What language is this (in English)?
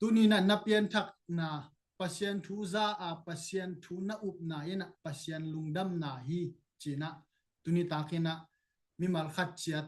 Tedim Chin